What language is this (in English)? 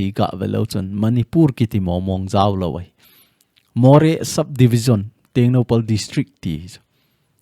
Thado Chin